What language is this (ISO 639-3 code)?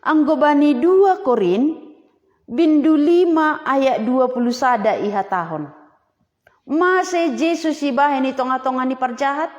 bts